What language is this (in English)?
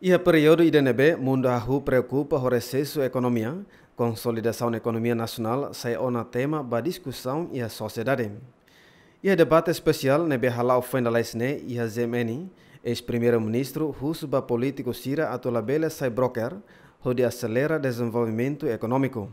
Tetum